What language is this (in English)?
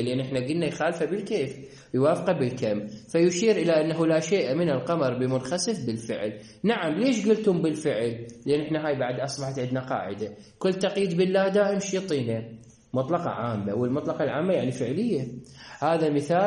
Mesopotamian Arabic